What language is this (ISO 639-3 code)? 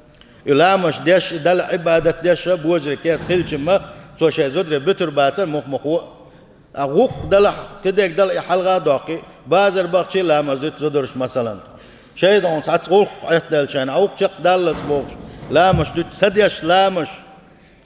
che